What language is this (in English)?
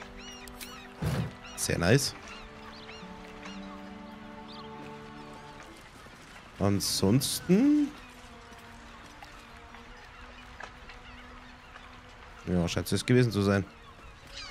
German